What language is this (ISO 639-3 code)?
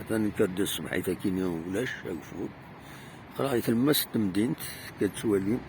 kab